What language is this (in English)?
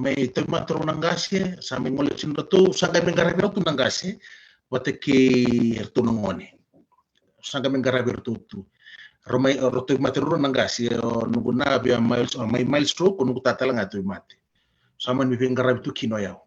Fijian